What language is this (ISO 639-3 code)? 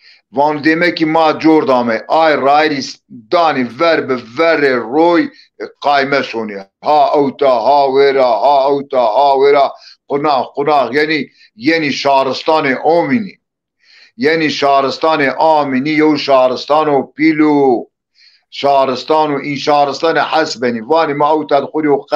zza